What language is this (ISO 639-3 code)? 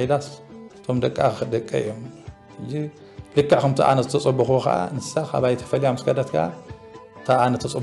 tir